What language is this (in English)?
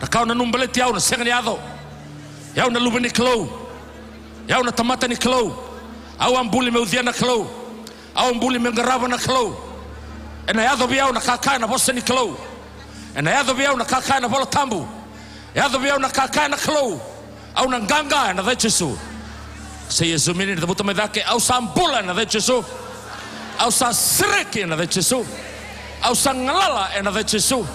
Fijian